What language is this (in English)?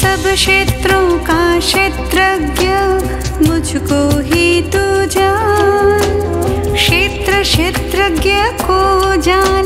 Hindi